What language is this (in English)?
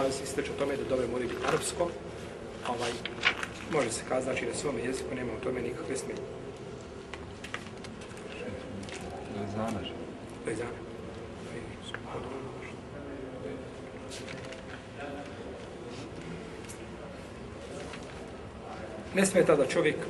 Bosnian